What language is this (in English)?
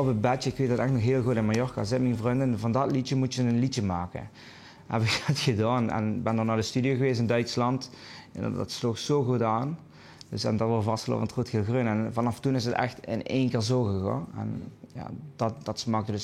Limburgish